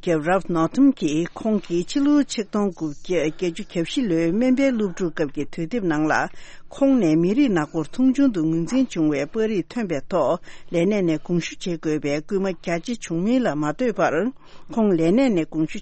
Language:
Tibetan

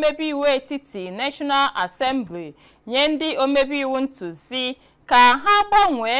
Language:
Igbo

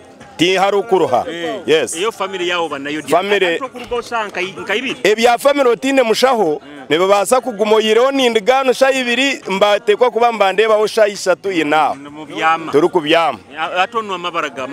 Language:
Nyoro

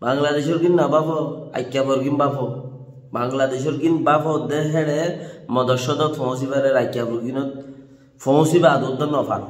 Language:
Rohingya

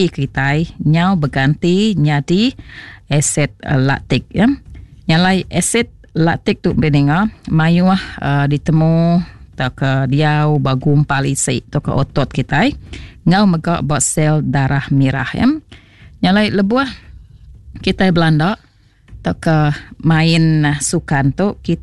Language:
Iban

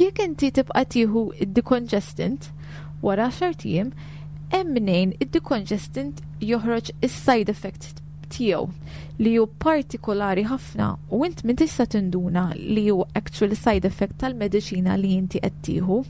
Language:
Maltese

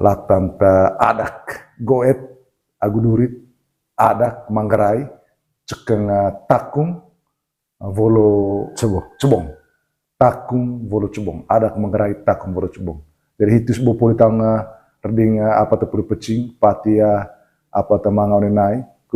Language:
Manggarai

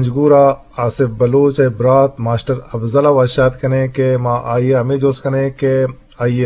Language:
Eastern Balochi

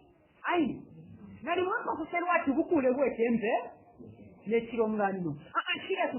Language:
Bemba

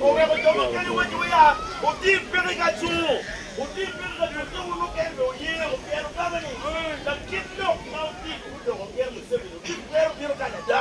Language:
Acoli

